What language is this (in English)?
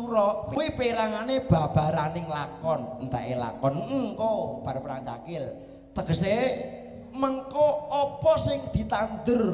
Javanese